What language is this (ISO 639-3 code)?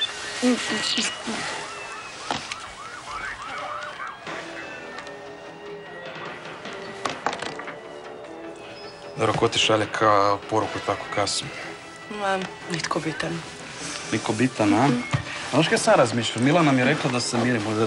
hrv